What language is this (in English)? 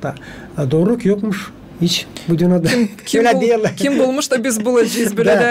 Gagauz